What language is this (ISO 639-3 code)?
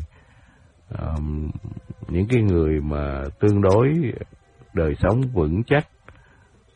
vie